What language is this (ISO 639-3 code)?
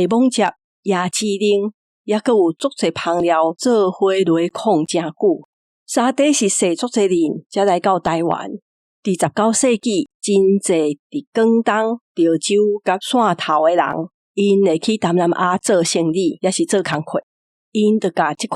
nan